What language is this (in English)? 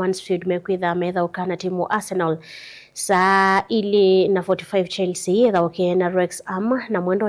Kamba